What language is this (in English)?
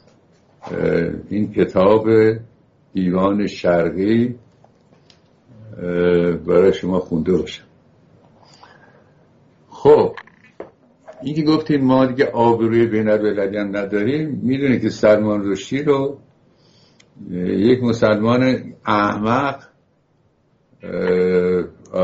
Persian